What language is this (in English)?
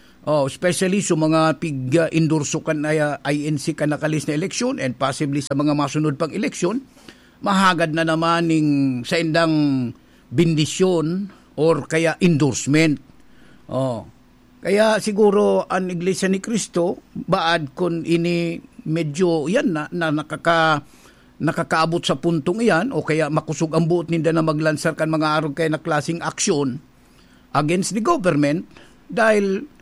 Bikol